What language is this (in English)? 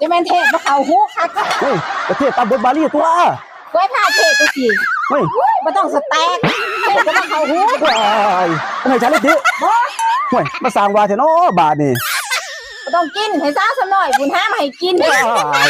Northeastern Thai